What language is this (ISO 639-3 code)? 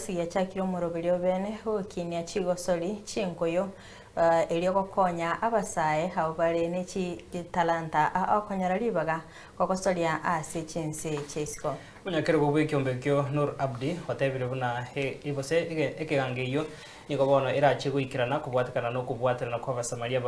guz